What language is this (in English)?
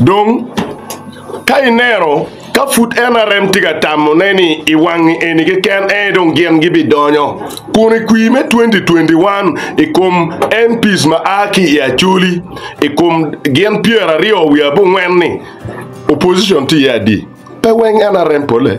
Acoli